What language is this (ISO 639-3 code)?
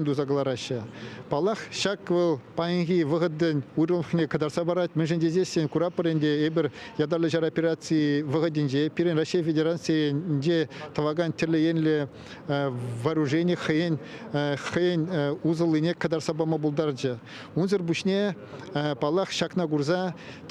chv